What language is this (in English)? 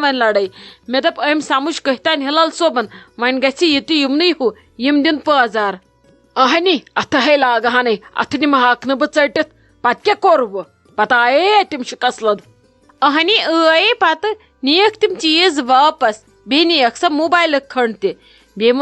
Kashmiri